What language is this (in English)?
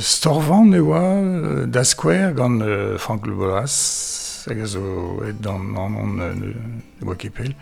Breton